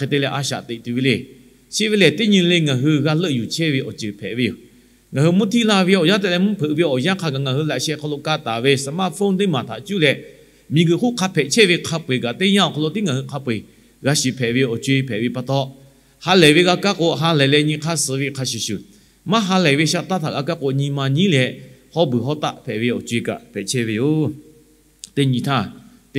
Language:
Lahu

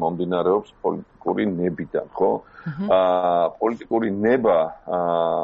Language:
Georgian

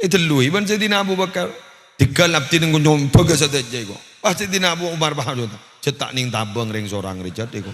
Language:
Madurese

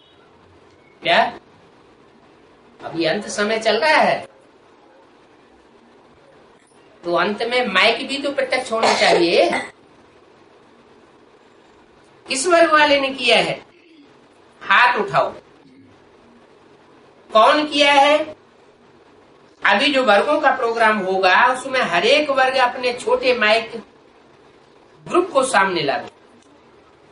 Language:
Hindi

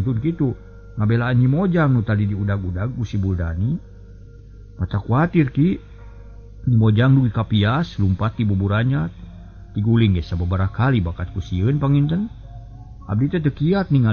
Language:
Sundanese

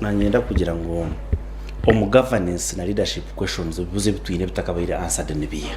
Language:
Nyankole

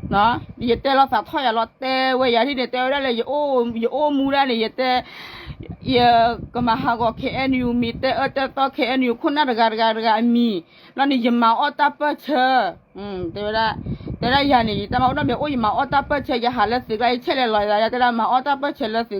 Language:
S'gaw Karen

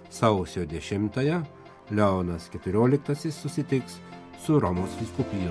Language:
Lithuanian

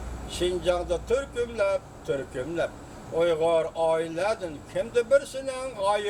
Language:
Uyghur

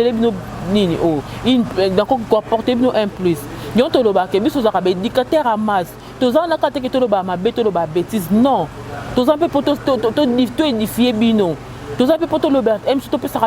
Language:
Lingala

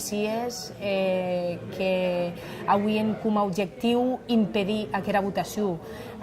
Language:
Occitan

